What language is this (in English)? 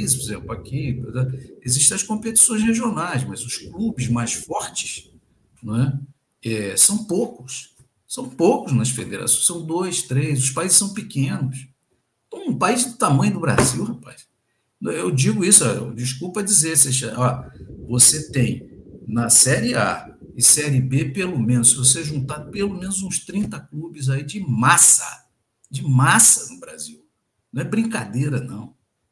Portuguese